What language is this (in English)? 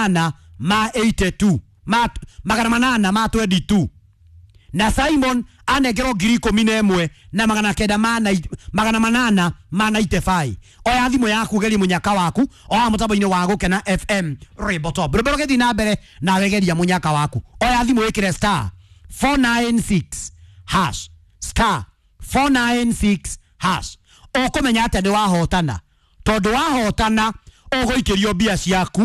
Kikuyu